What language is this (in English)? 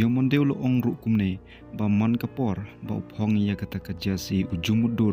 Khasi